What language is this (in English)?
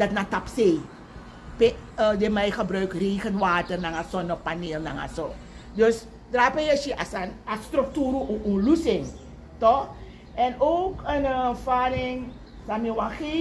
Sranan Tongo